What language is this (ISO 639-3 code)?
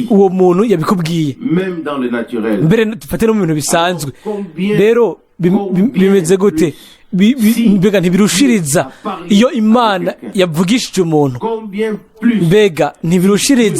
run